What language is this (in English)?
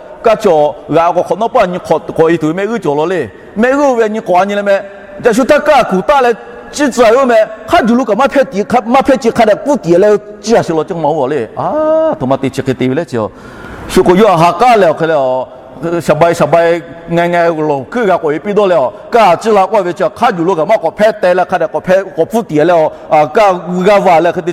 Lahu